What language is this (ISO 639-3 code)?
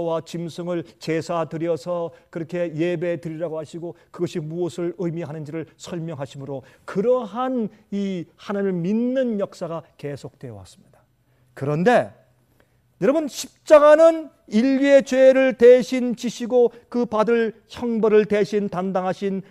kor